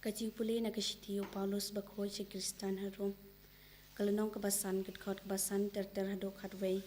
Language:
Khasi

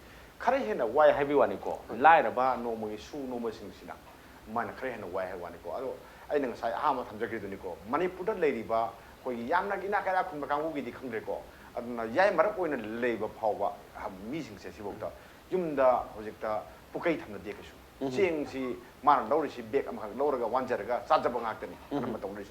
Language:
Manipuri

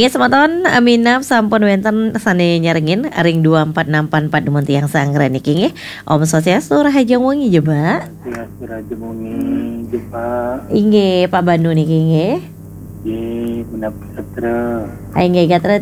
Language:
Balinese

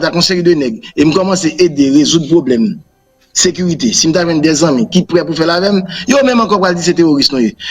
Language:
Haitian Creole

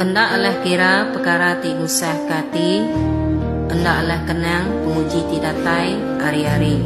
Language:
Iban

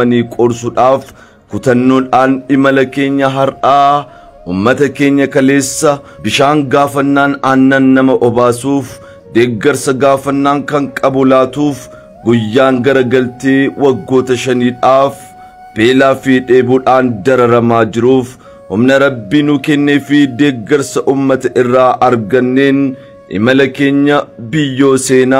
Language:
Oromo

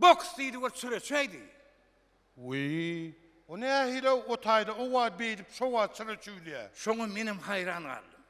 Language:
Turkmen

